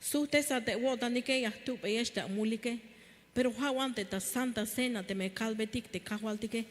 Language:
Tzeltal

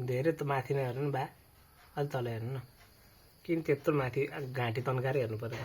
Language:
Nepali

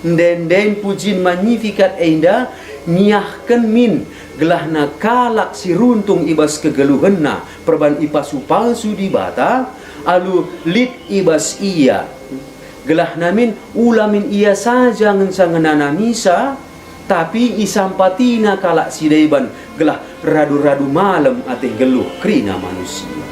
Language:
Batak Karo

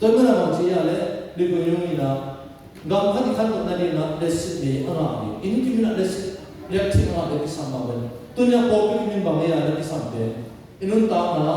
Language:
Tedim Chin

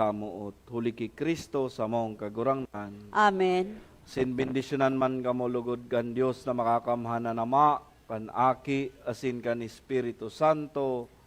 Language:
Bikol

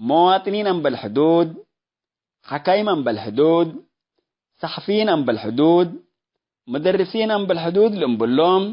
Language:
Tigre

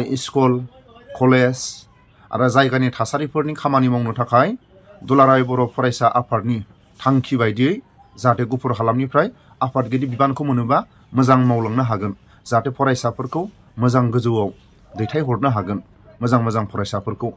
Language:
Bodo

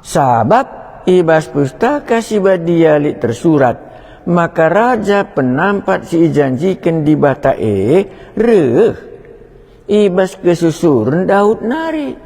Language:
Batak Karo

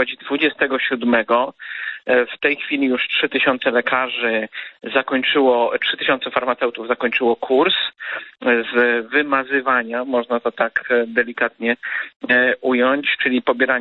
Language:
Polish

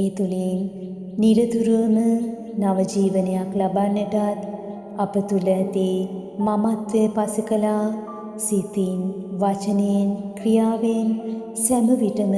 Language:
Sinhala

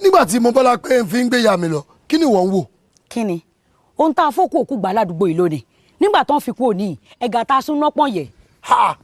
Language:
Yoruba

